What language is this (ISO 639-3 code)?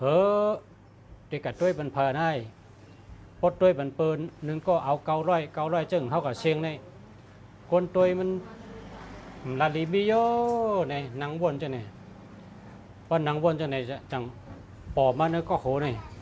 shn